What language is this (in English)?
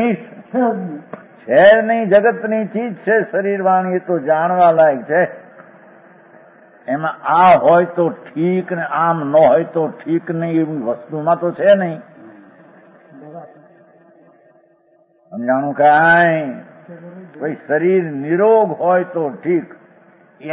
Gujarati